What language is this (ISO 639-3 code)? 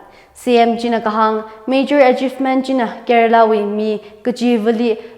nmf